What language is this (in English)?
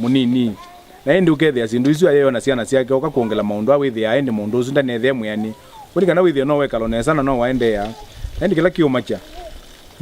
Kamba